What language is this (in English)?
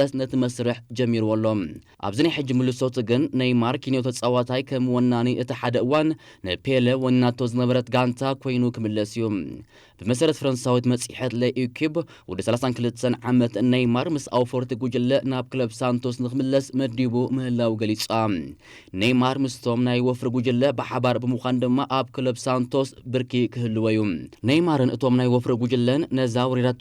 Tigrinya